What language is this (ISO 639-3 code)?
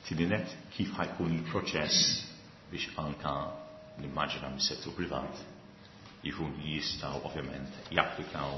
mlt